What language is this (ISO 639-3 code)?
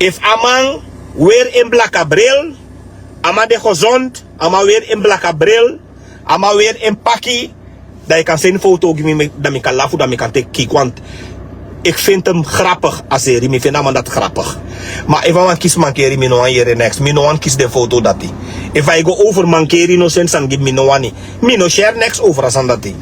srn